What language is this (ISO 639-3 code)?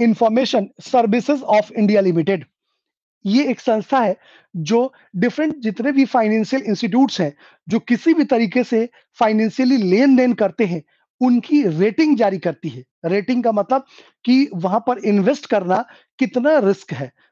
hin